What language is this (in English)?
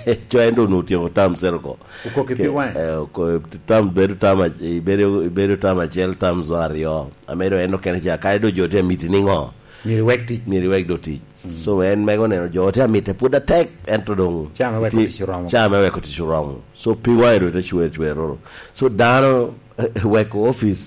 Lango (Uganda)